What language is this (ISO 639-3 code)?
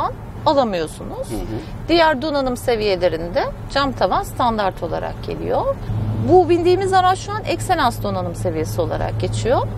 tur